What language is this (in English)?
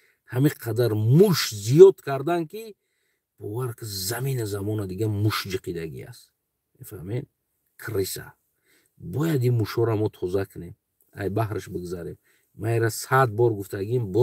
Tajik